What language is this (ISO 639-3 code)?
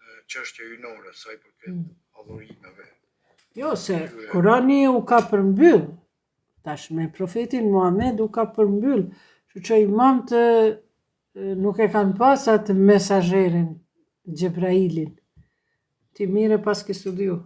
sqi